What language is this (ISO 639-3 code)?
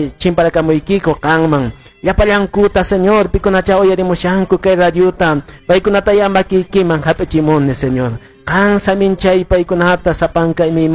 que